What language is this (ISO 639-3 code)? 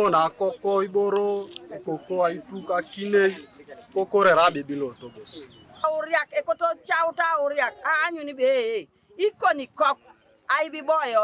teo